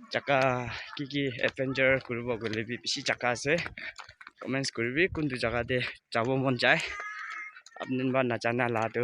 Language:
Naga Pidgin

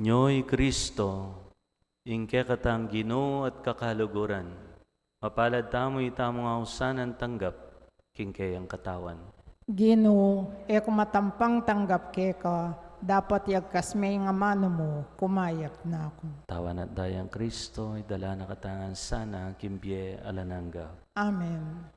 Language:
Pampanga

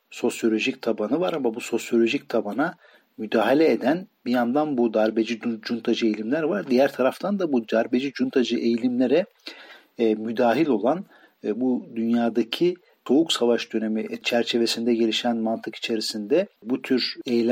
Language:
Turkish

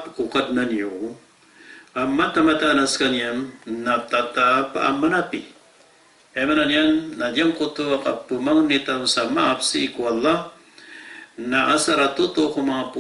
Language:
Maranao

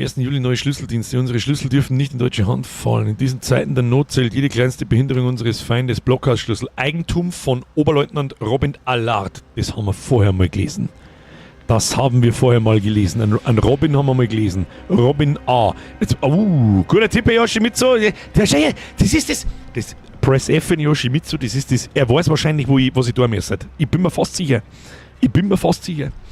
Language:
Bavarian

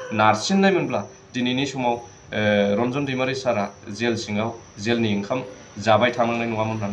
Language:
Bodo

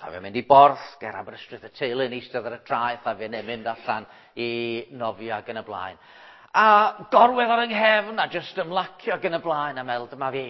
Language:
Welsh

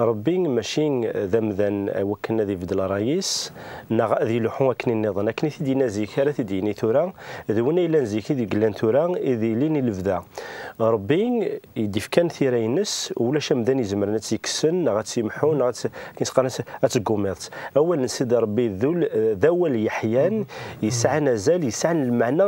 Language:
Kabyle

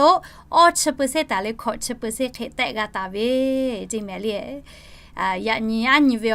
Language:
Lahu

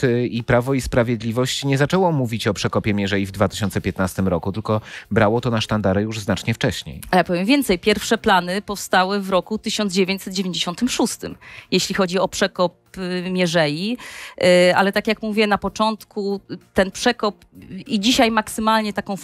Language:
Polish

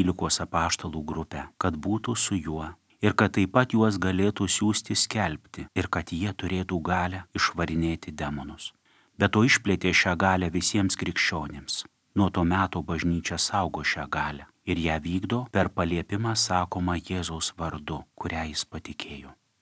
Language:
Lithuanian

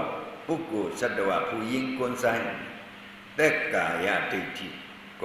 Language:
Shan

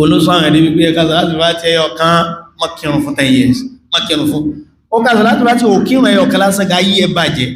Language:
Yoruba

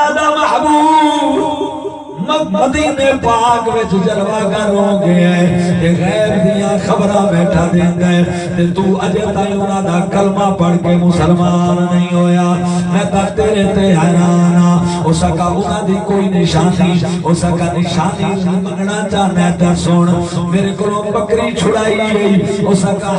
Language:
Saraiki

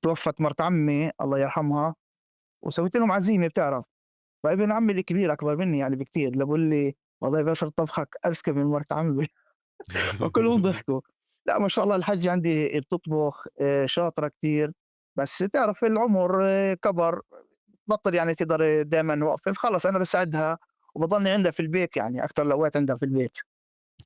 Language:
North Levantine Arabic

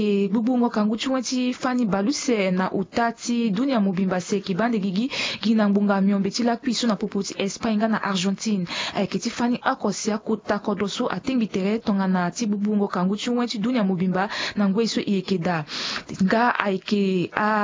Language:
Sango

